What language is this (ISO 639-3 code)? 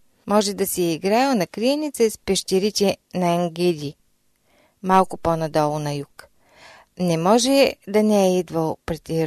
bul